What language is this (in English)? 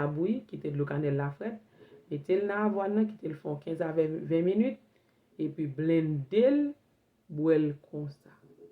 Haitian Creole